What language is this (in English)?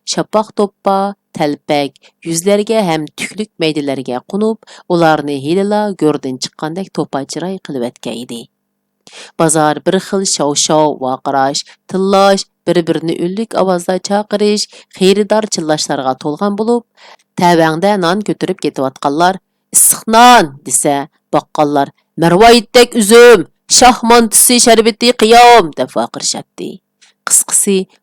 Uyghur